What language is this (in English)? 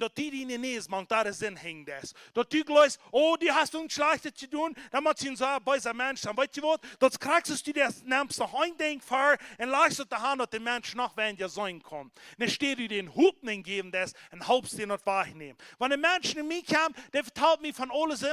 Plautdietsch